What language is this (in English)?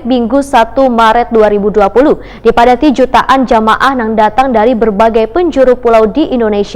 Banjar